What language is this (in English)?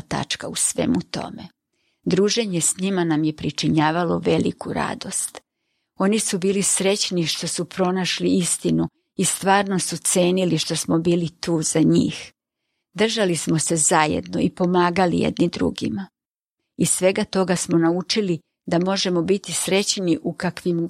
Serbian